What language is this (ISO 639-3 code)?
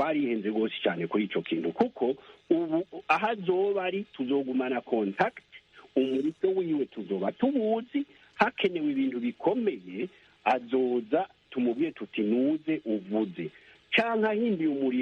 run